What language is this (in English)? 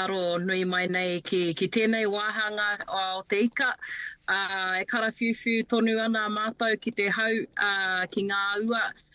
Māori